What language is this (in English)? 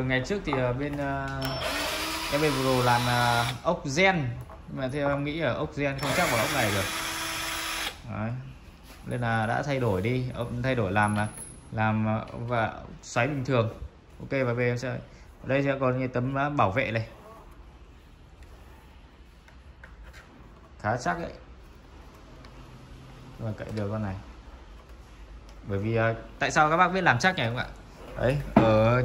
Vietnamese